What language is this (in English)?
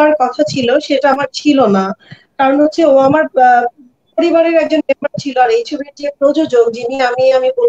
Bangla